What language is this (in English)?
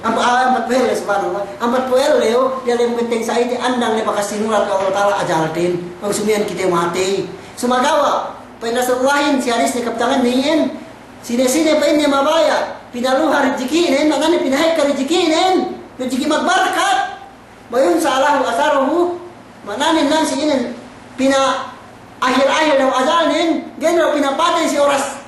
Yakan